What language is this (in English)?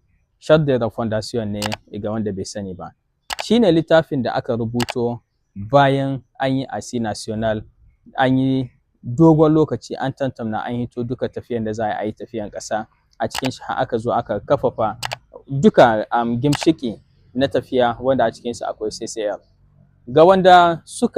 Hausa